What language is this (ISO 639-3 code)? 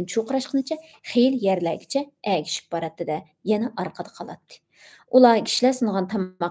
uig